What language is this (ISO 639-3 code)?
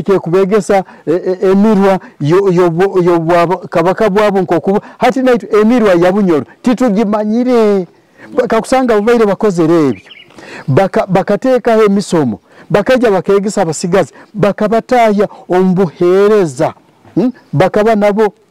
nyo